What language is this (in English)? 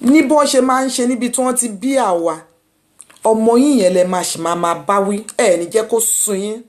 Yoruba